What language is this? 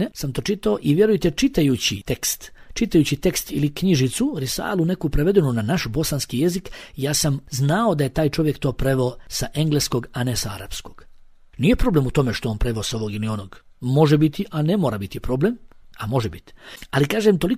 Bosnian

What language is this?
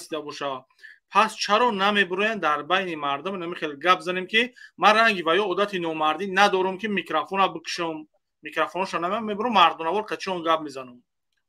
Tajik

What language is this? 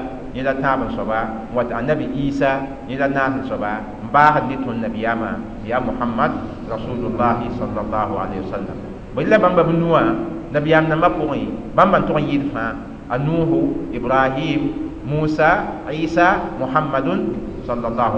Mossi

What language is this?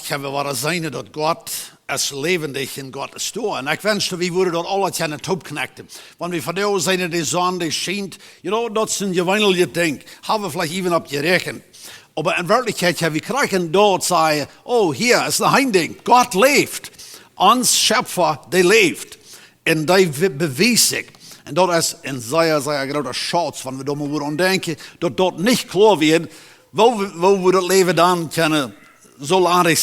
Plautdietsch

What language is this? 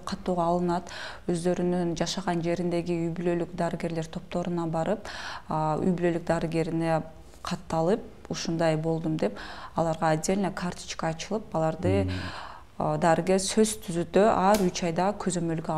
Kyrgyz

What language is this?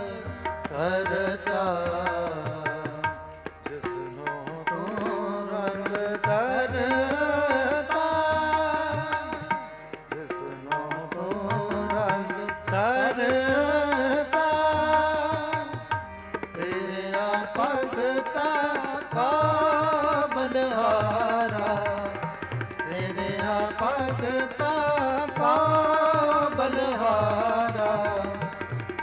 Punjabi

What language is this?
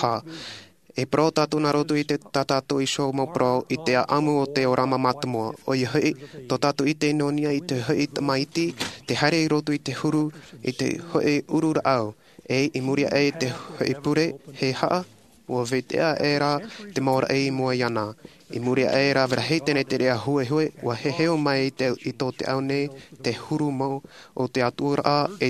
Tahitian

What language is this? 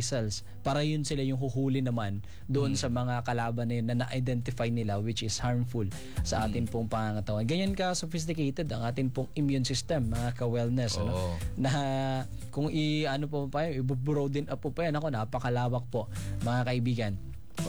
Filipino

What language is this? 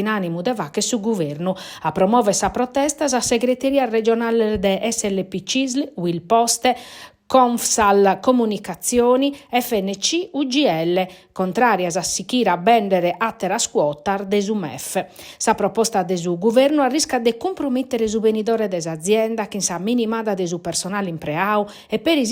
Sardinian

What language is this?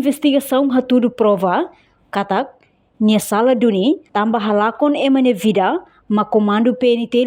Tetum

